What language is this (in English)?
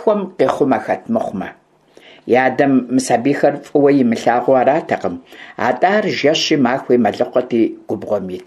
Kabardian